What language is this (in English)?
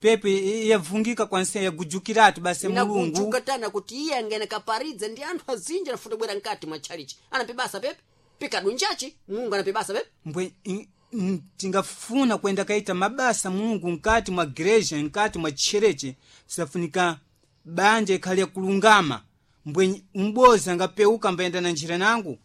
Sena